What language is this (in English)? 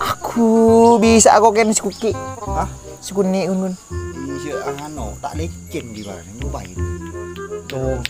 Madurese